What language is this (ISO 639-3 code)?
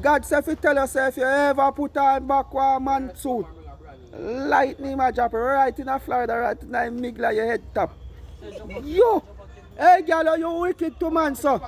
jam